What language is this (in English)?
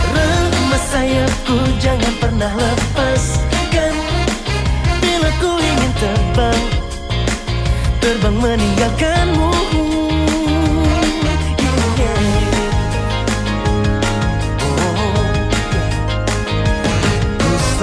Indonesian